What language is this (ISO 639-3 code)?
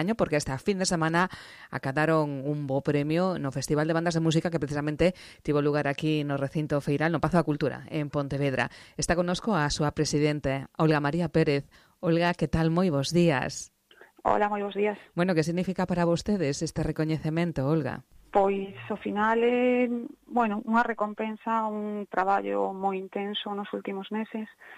glg